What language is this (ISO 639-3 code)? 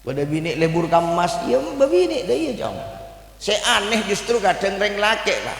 mad